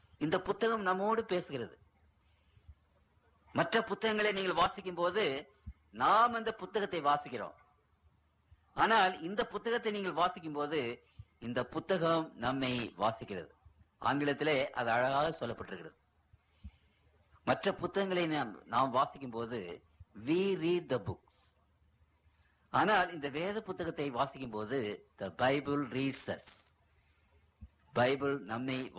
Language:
Tamil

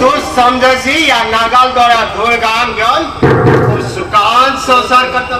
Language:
Konkani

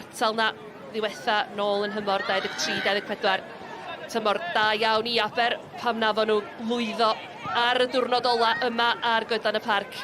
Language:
Welsh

